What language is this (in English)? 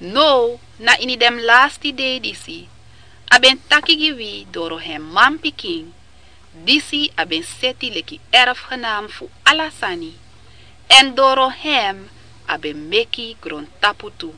Sranan Tongo